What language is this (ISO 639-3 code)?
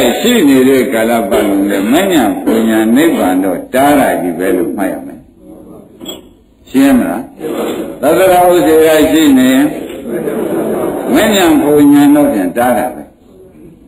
mya